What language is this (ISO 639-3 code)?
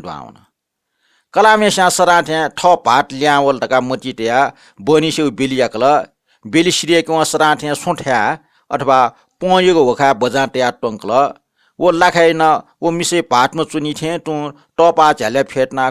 new